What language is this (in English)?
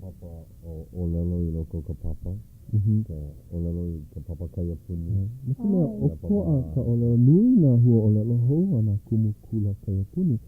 Hawaiian